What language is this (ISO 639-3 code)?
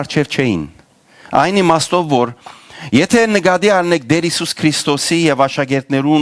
hyw